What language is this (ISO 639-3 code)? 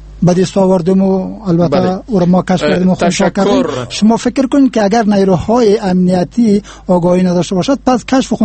fas